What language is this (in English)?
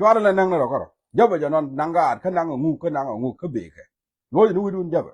Nuer